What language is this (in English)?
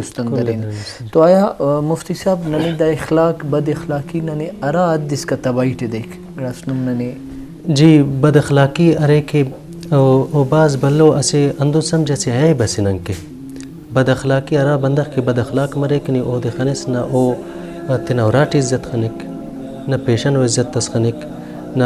Brahui